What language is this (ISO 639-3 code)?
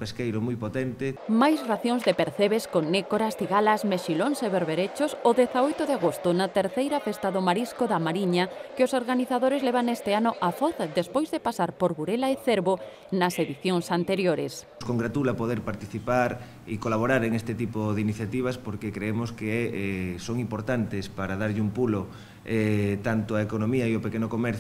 glg